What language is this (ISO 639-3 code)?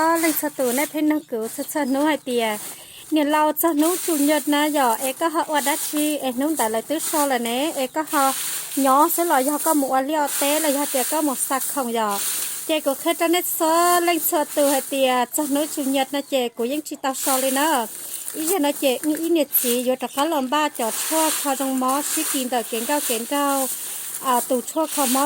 hmn